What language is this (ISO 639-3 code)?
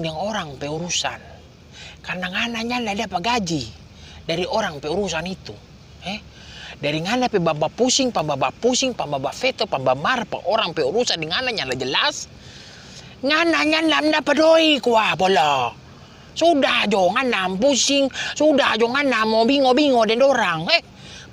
xmm